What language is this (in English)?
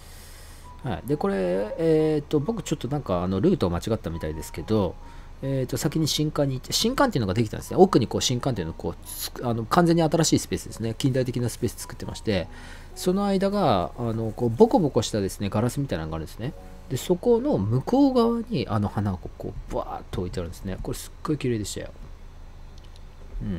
Japanese